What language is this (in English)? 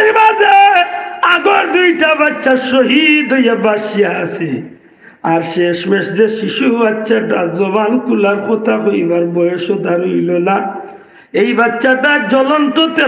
Sylheti